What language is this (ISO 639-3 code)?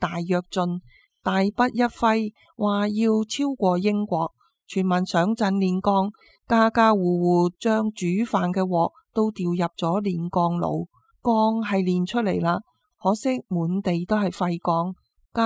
yue